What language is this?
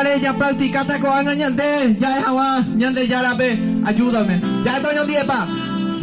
Guarani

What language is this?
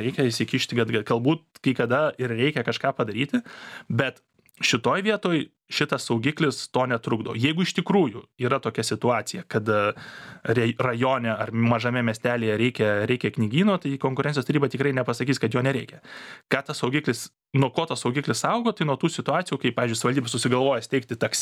Lithuanian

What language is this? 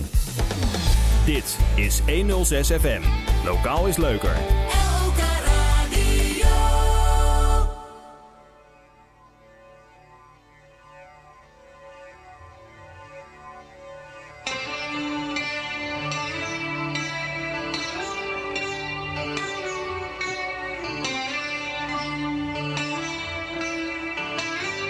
Dutch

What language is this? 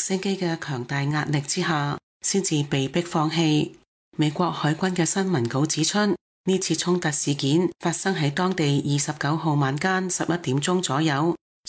Cantonese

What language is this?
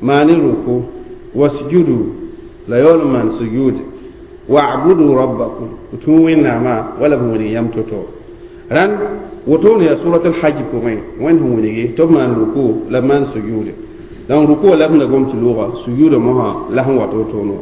Mossi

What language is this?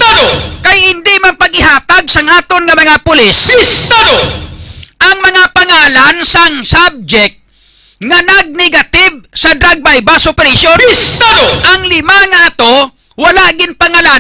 Hiligaynon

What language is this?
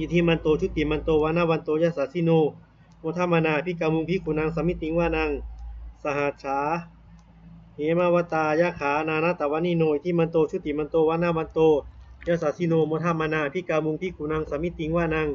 Pali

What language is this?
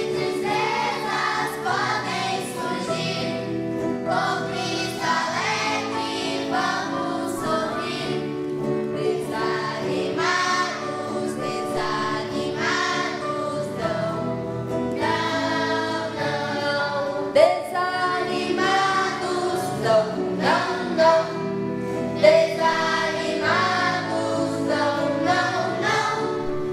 Portuguese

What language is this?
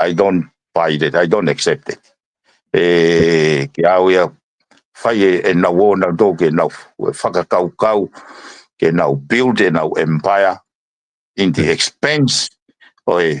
Tongan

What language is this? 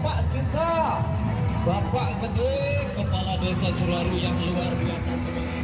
Sasak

